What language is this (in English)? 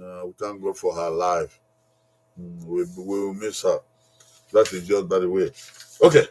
Bini